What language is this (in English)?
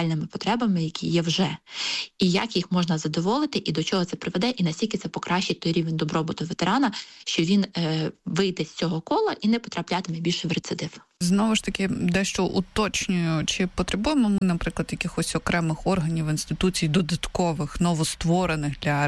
Ukrainian